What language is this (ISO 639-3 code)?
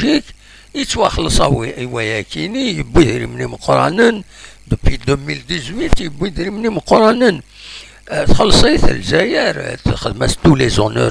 kab